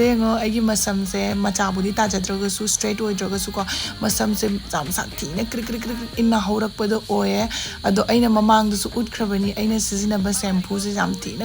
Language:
Manipuri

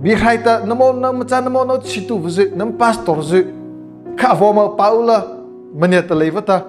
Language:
Mara Chin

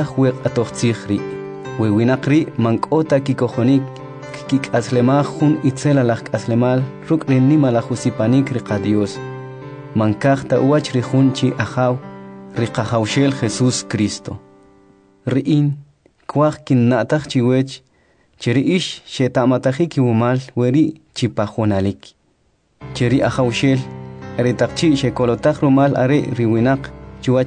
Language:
Kʼicheʼ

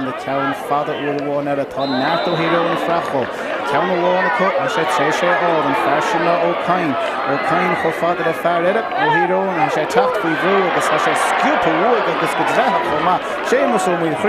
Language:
Irish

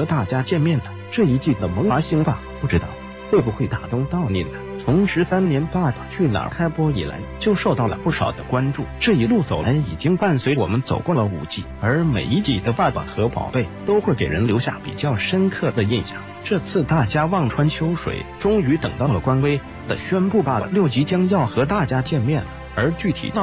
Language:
Chinese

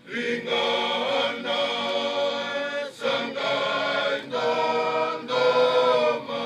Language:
Fijian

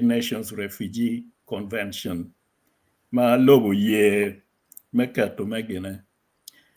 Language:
Acoli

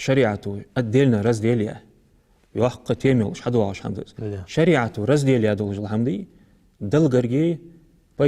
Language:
Ingush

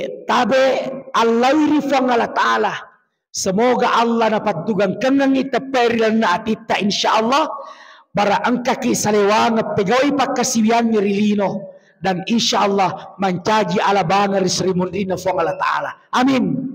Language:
Buginese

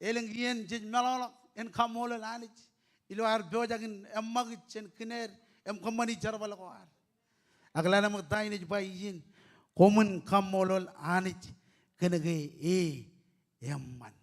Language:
Marshallese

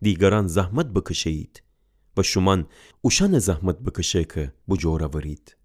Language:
Gilaki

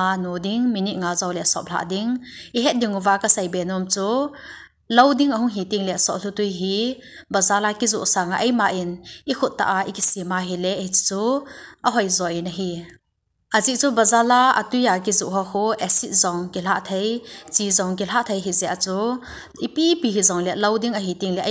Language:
Thado Chin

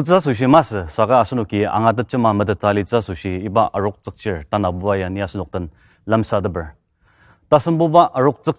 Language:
Ao Naga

